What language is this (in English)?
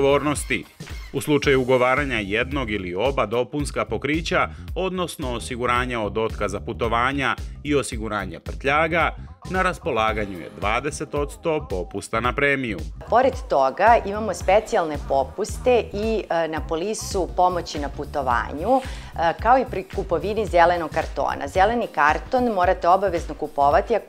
Serbian